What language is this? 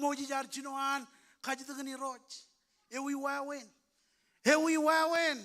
Marshallese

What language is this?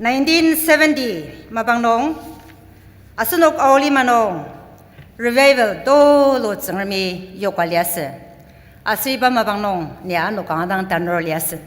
Ao Naga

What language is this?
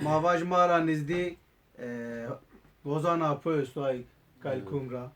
Zaza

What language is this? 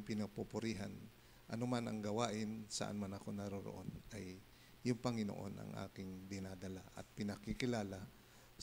Filipino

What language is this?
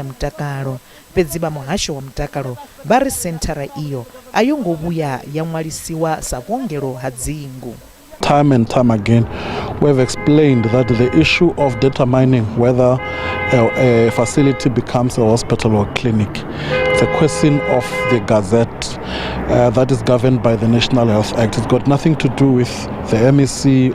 Venda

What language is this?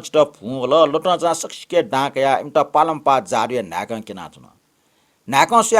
Newari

